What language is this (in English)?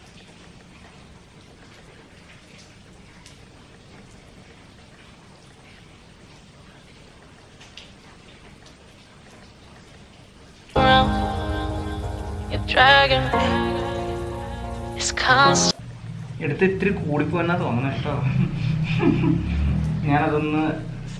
Malayalam